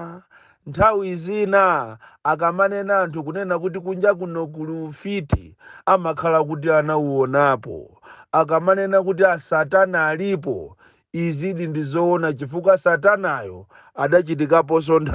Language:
Nyanja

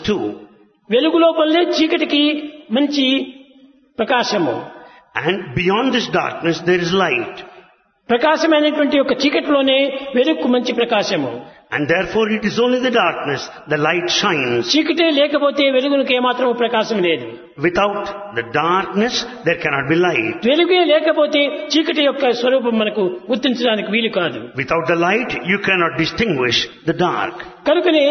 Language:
Telugu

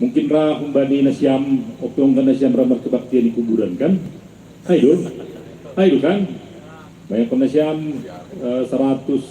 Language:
Batak Simalungun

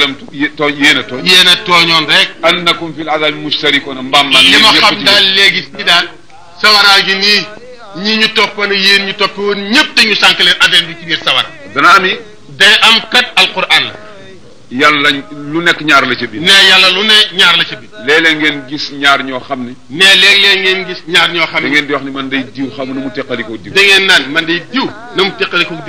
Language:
Wolof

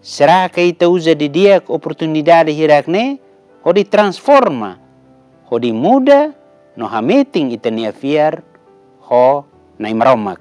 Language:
Tetum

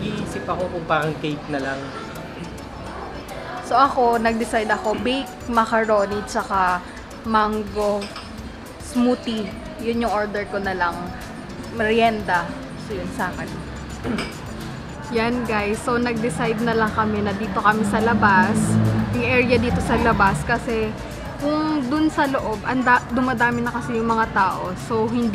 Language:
Filipino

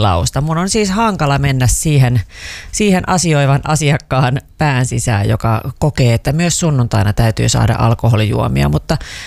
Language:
Finnish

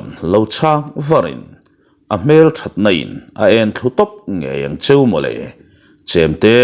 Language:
Mizo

